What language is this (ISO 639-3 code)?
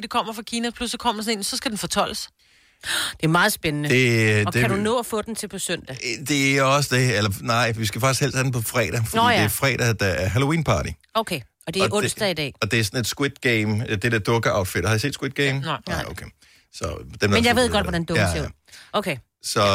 dan